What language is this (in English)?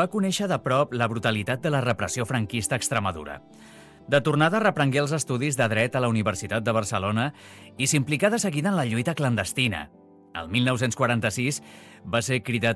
Catalan